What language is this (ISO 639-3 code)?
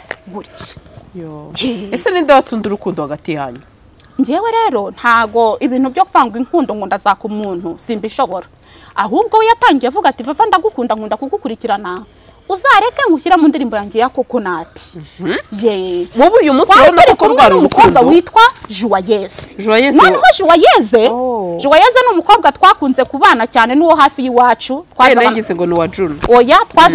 kin